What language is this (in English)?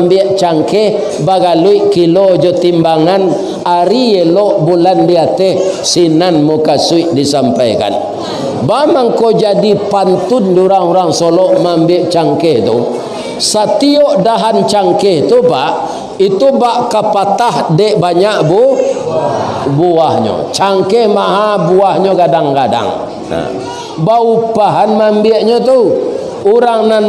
Minangkabau